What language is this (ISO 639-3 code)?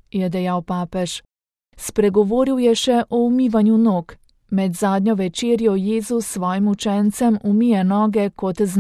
slv